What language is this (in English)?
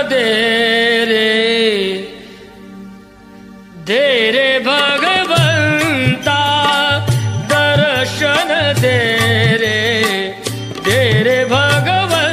Marathi